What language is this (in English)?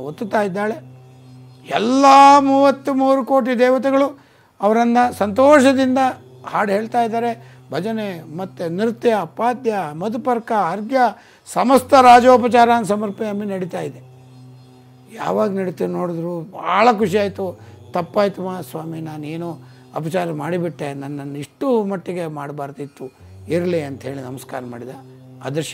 Kannada